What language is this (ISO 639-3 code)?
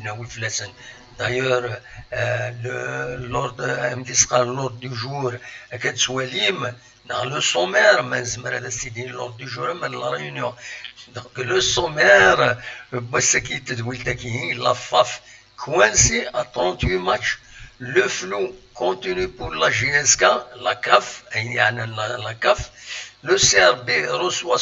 kab